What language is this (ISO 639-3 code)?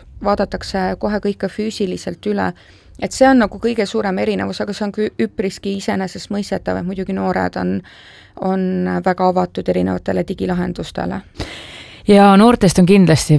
est